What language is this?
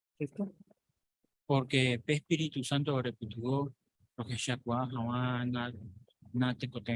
Guarani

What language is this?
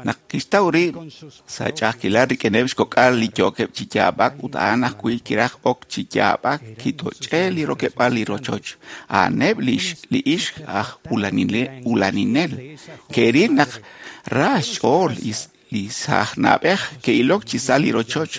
Kekchí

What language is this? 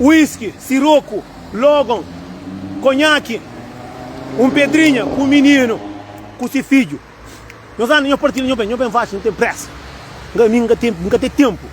Kabuverdianu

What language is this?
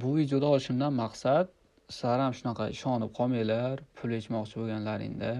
Uzbek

